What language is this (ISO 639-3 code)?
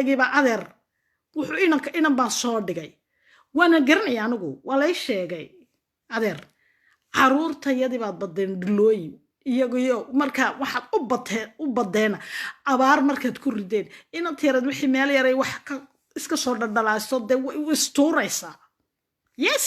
som